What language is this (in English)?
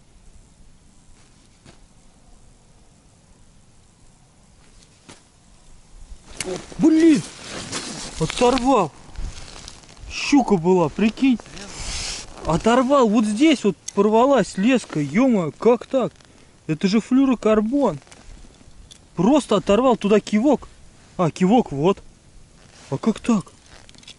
Russian